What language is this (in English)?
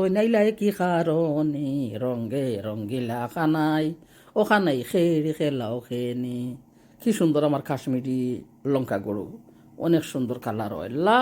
Sylheti